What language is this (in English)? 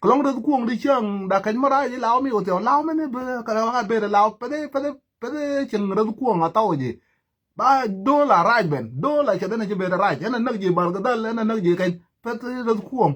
Nuer